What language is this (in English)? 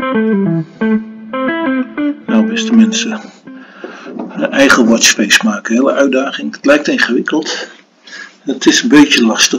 Dutch